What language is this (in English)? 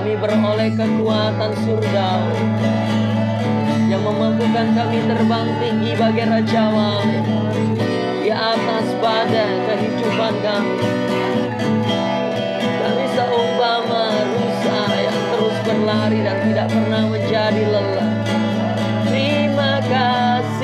Indonesian